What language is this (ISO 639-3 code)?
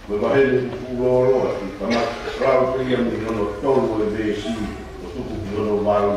ton